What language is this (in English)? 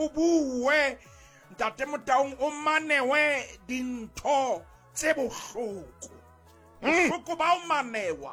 Southern Sotho